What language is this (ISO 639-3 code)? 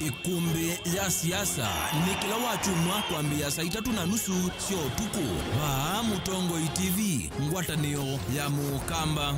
kam